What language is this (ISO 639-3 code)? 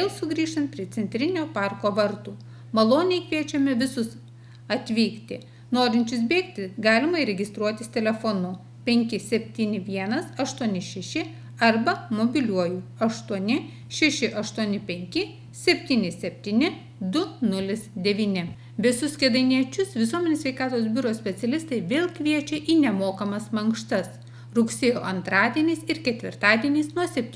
lit